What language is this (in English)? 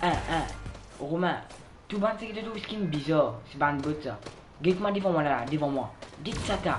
Morisyen